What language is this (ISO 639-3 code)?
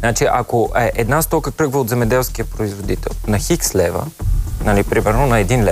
bul